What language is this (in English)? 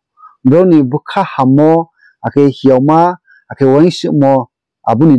Riang (India)